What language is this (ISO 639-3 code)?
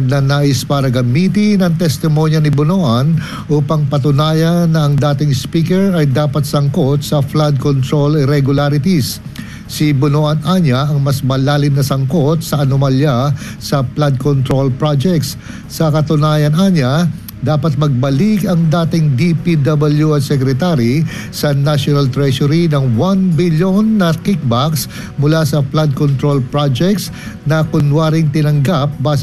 fil